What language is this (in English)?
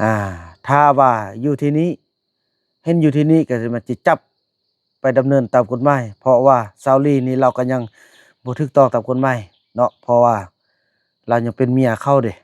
Northeastern Thai